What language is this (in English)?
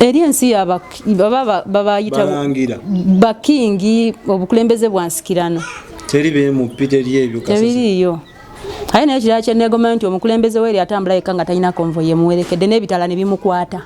Ganda